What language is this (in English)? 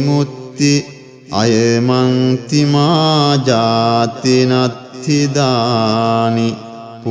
Pali